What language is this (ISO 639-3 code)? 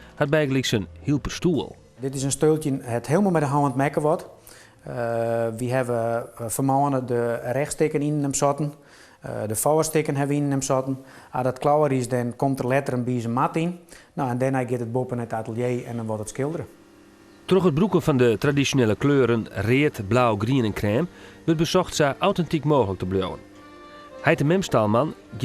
fry